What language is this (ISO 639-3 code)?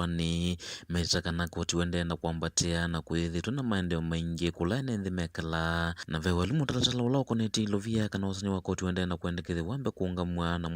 kam